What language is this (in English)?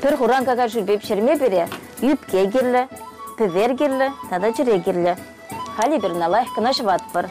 Chuvash